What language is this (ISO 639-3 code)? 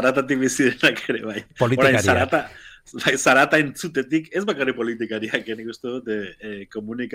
eus